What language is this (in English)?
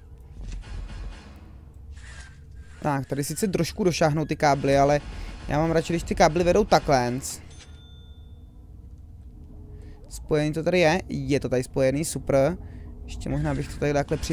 Czech